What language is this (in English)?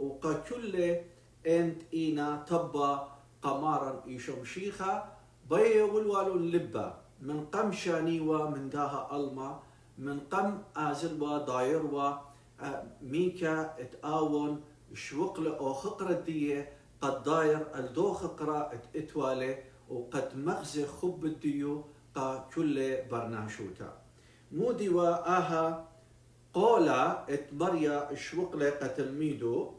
Assyrian Neo-Aramaic